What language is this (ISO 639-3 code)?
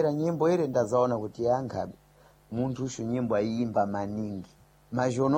seh